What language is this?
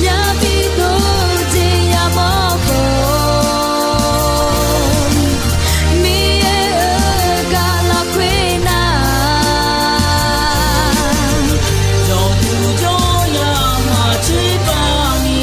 Akha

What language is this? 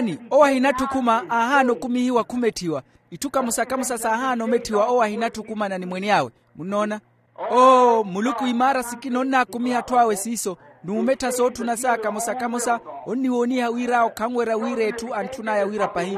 Makhuwa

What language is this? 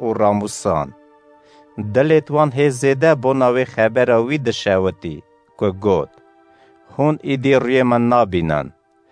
Kurdish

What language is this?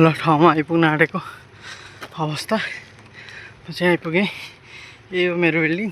Nepali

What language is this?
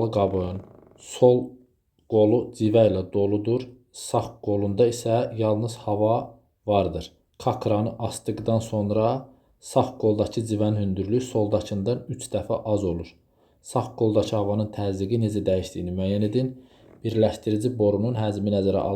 Azerbaijani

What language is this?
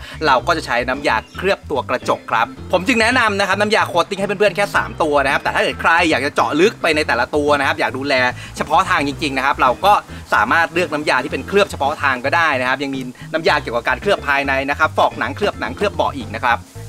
Thai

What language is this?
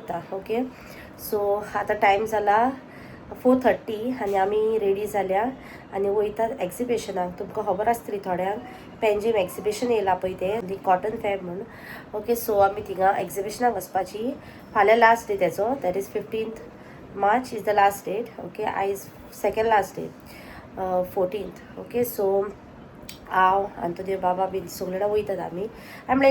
Konkani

